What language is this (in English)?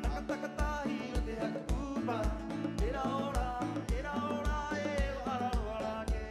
Rapanui